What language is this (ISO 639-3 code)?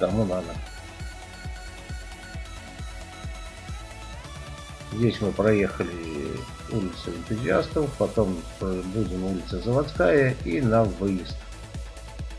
rus